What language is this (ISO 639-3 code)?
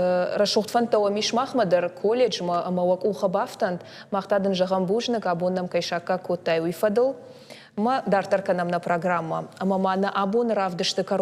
oss